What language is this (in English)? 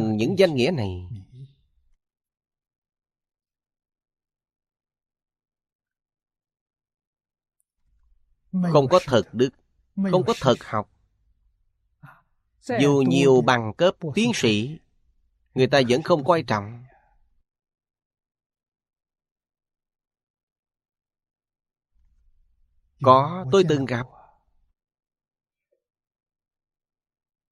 Vietnamese